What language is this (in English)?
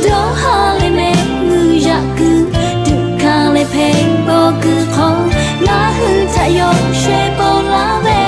Lahu